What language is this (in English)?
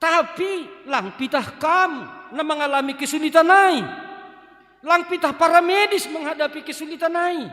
Batak Simalungun